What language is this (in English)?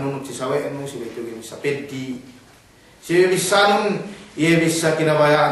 Yakan